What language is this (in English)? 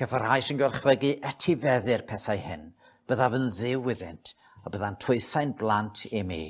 Welsh